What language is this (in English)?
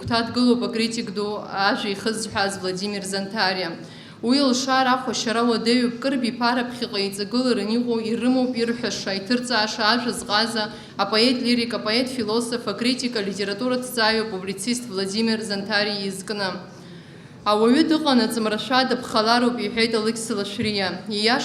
Abkhazian